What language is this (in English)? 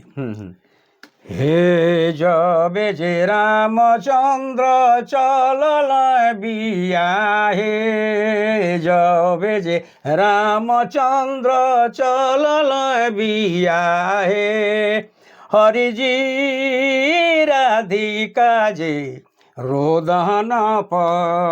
Sadri